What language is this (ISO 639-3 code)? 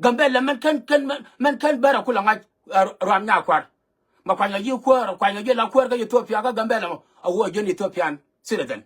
nus